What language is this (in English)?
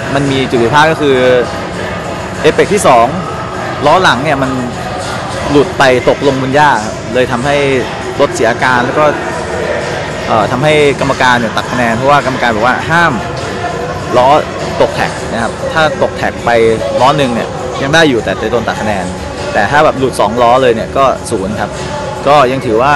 Thai